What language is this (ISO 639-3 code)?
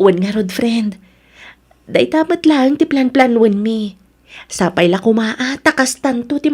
ilo